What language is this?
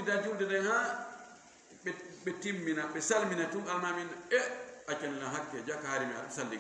Fula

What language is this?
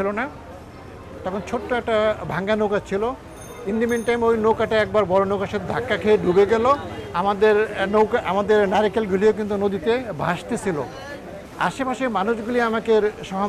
Bangla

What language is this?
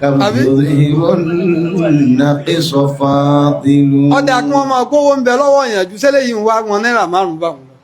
Yoruba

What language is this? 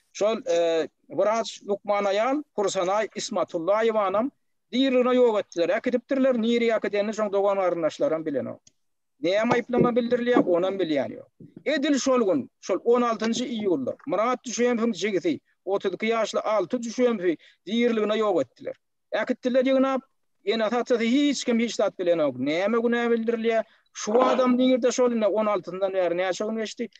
Turkmen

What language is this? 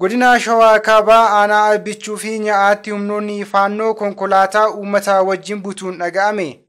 Oromo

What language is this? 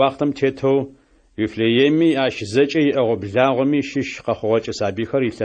Adyghe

